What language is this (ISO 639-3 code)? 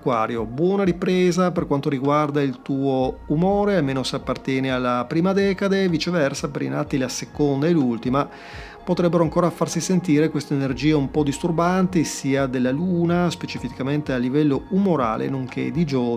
ita